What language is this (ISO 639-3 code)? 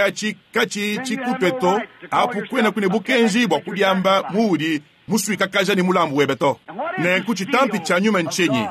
lua